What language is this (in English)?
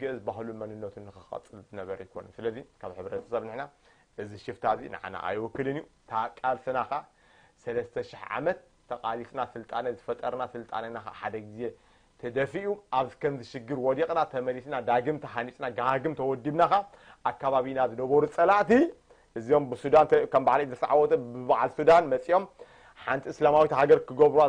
Tigrinya